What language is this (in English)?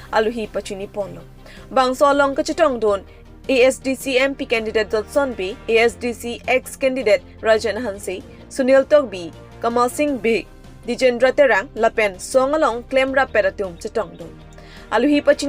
Karbi